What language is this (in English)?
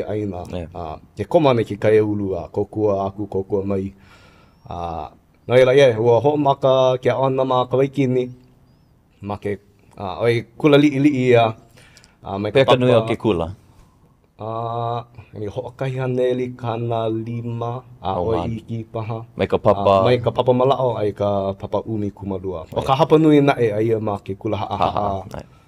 Hawaiian